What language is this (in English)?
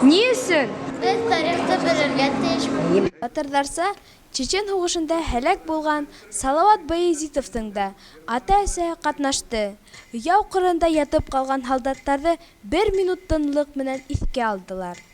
Bashkir